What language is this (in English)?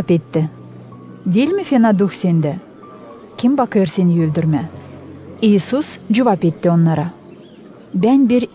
Gagauz